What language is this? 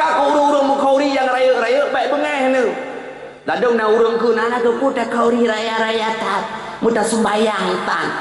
Achinese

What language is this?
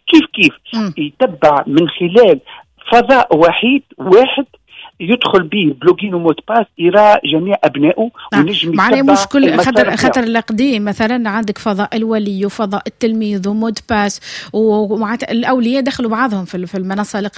Tunisian Arabic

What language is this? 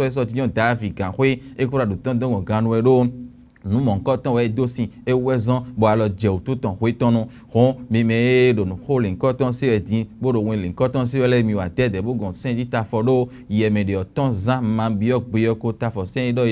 Fon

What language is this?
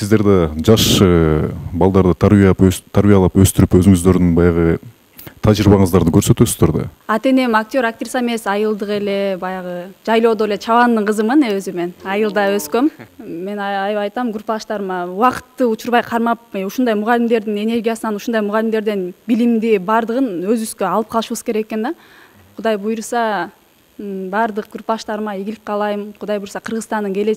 Kyrgyz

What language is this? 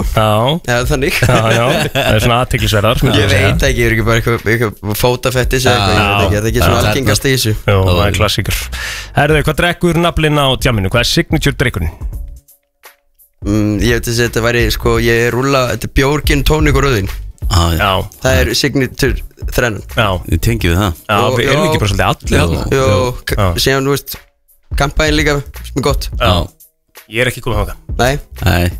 Icelandic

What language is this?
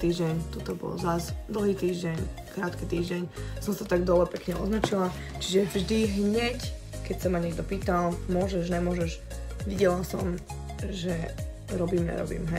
Slovak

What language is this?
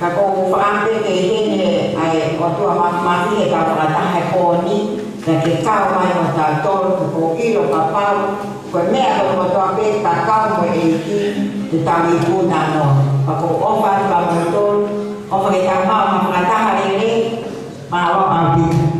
Tongan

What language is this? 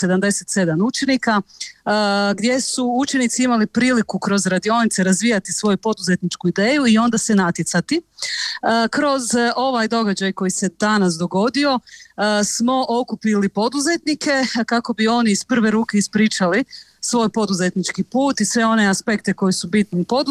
Croatian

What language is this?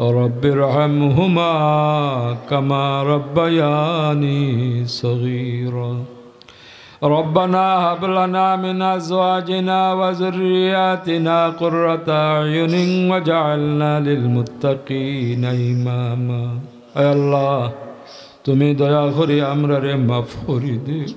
Sylheti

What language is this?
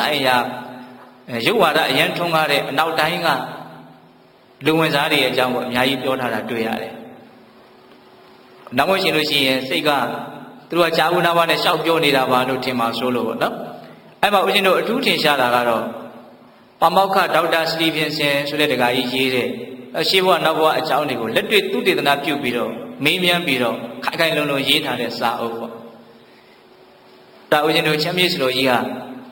Burmese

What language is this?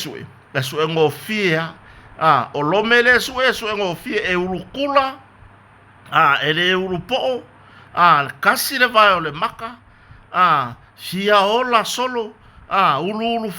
Samoan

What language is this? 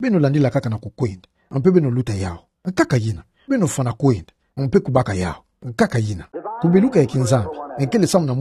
Kituba (Democratic Republic of Congo)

